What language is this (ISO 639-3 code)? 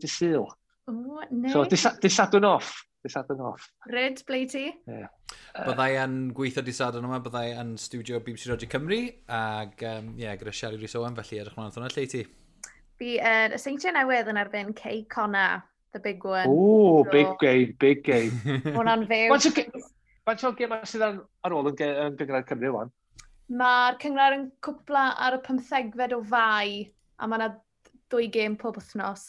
cym